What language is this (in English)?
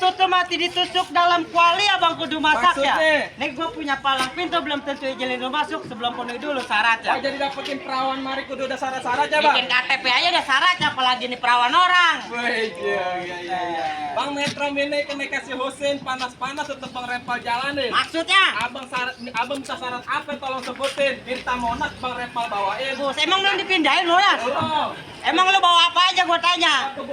Betawi